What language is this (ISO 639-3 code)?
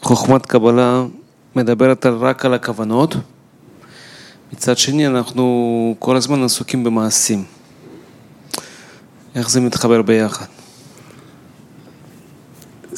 heb